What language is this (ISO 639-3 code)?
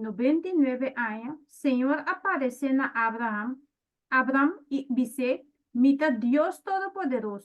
pap